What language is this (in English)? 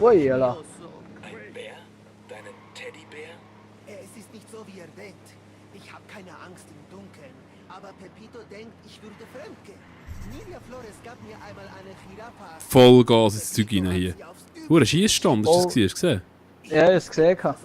Swiss German